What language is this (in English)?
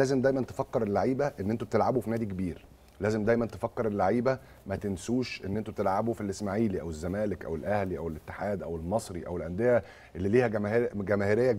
Egyptian Arabic